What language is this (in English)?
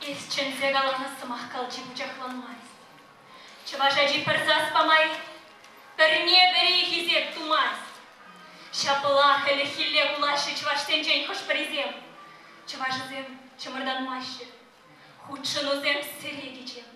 Chuvash